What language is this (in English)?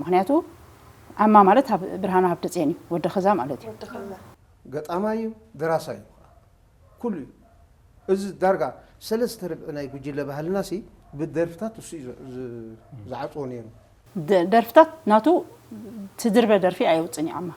Tigrinya